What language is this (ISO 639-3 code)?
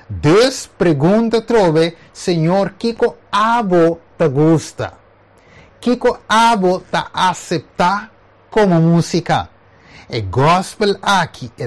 pap